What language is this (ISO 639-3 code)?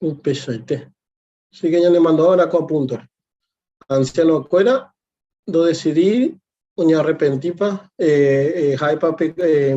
grn